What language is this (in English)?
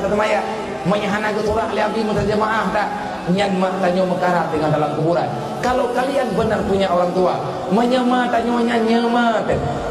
Achinese